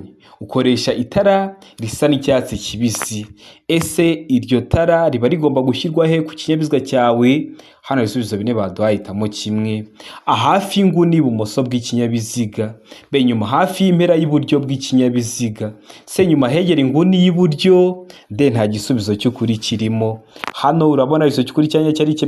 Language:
Kinyarwanda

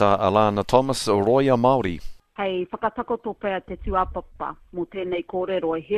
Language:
Māori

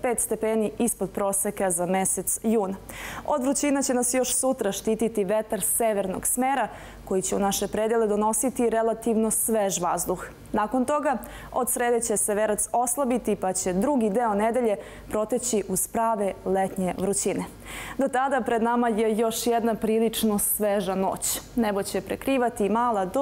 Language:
Serbian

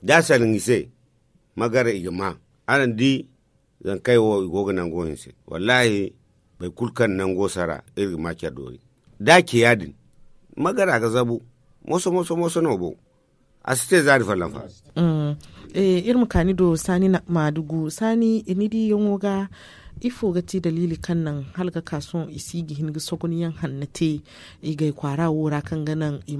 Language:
Zarma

